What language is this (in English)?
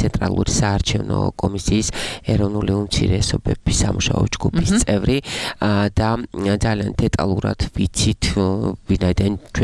Georgian